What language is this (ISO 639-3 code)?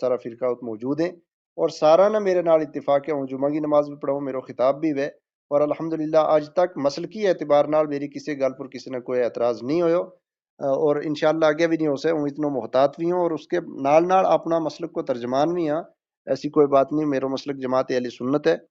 gju